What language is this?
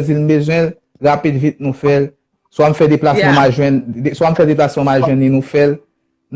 Haitian Creole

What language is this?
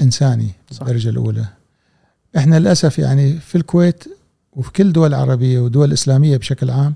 Gulf Arabic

